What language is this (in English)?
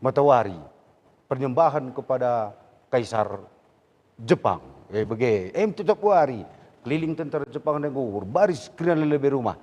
Batak Karo